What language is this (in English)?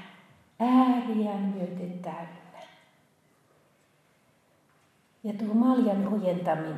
Finnish